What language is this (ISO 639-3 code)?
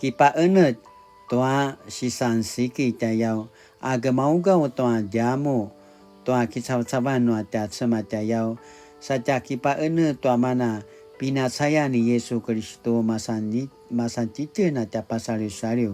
pwn